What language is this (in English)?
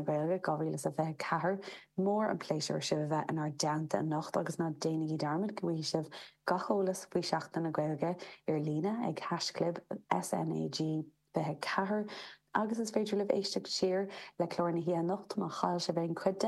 Irish